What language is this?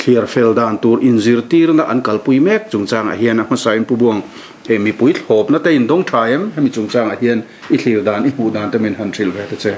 Mizo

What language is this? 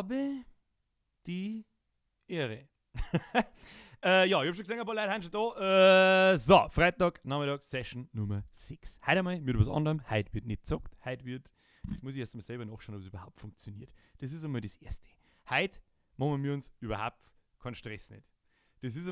Bavarian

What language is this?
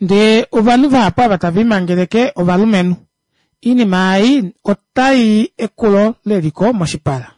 Kuanyama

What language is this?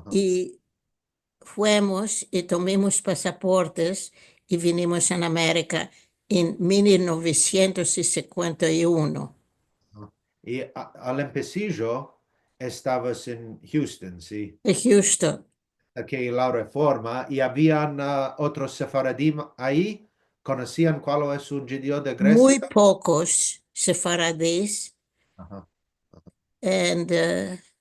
Ladino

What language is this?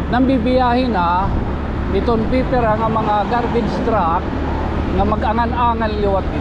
Waray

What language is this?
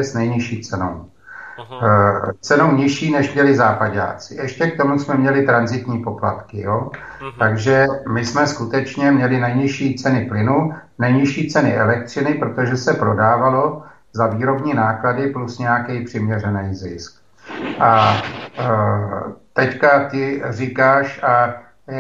Czech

